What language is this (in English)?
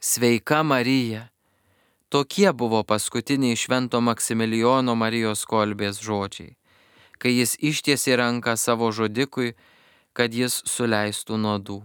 Lithuanian